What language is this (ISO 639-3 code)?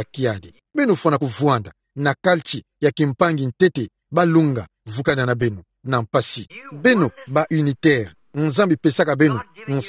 ktu